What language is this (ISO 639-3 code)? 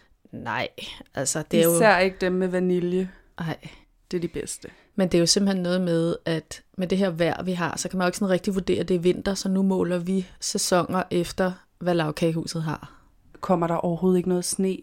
dan